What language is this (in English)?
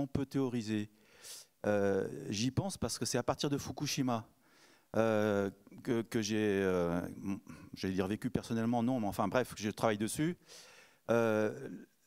French